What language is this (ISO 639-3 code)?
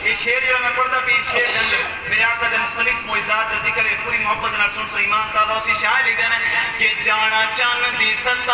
skr